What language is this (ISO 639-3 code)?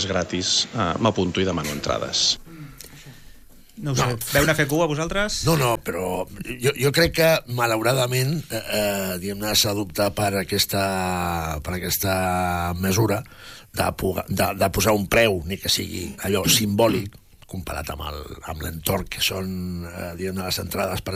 cat